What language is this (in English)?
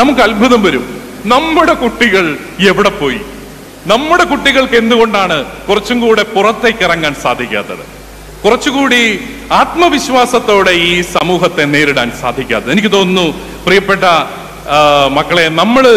Malayalam